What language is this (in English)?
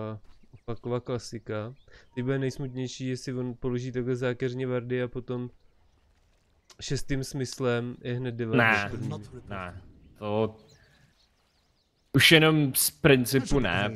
Czech